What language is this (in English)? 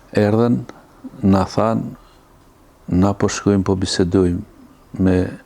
Albanian